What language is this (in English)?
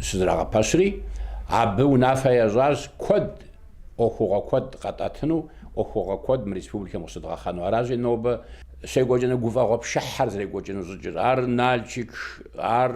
Kabardian